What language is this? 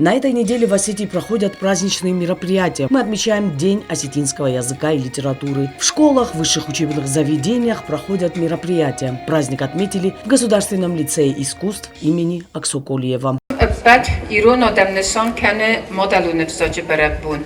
Ossetic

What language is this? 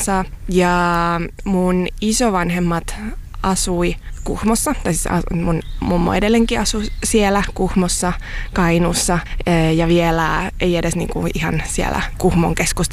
Finnish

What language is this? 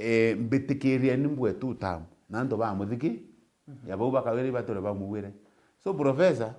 Meru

